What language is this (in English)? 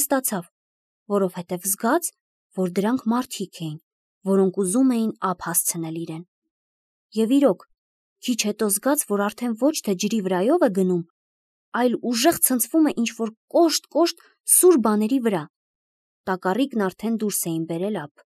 Armenian